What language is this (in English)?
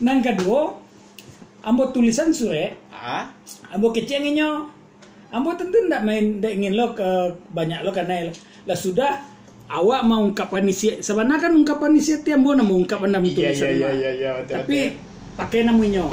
Minangkabau